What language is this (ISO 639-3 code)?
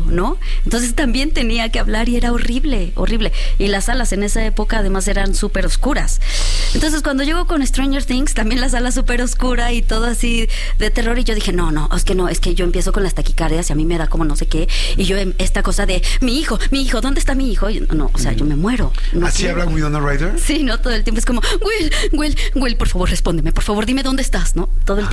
spa